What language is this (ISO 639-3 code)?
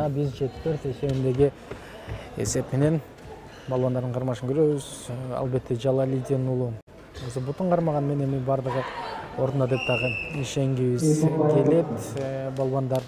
kir